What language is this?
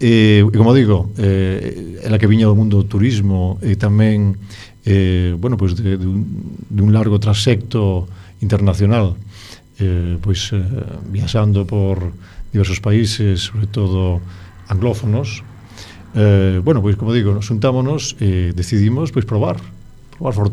Galician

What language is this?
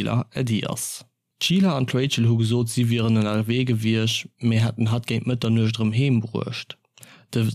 Luxembourgish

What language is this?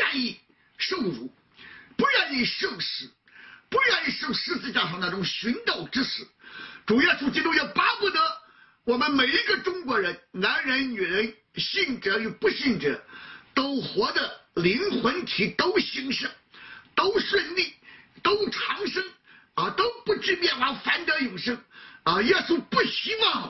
Chinese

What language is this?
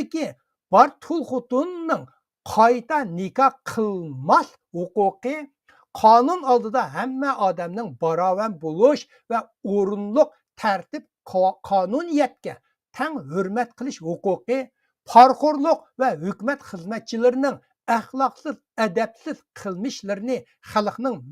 Uyghur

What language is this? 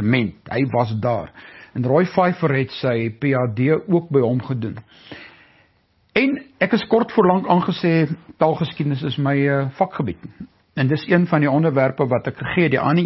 Afrikaans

